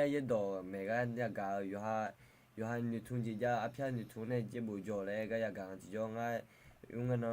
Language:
Akha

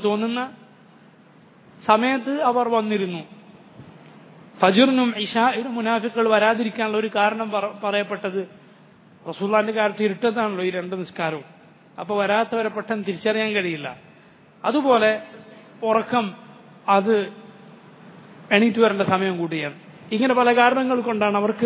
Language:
Malayalam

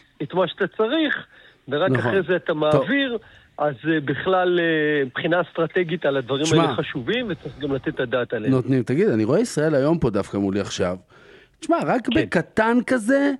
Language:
Hebrew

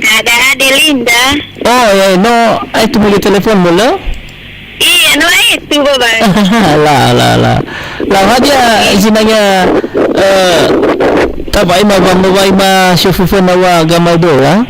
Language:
Nias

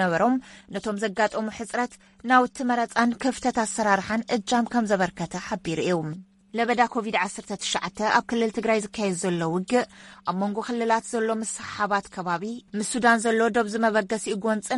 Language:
Tigrinya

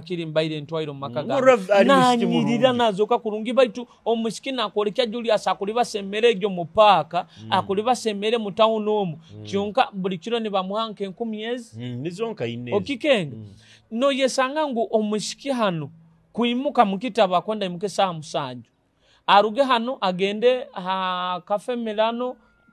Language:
Nyoro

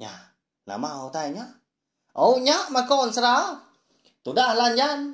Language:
Iban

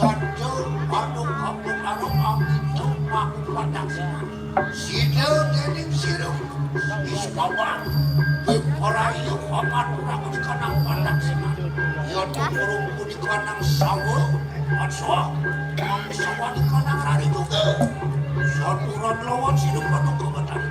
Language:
Balinese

